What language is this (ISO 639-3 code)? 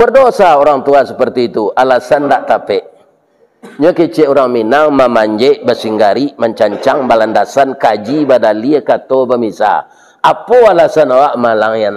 min